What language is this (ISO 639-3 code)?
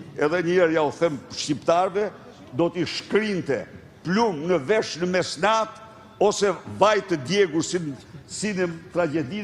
sqi